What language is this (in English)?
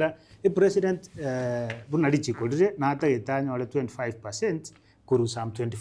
Gusii